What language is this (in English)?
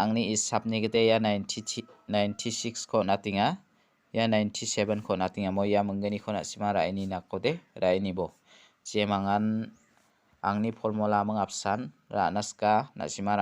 Garo